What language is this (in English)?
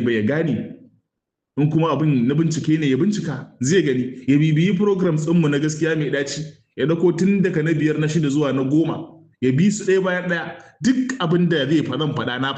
Hausa